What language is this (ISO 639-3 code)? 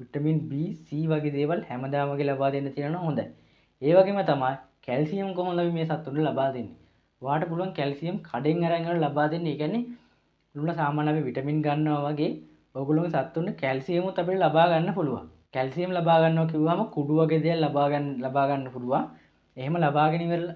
sin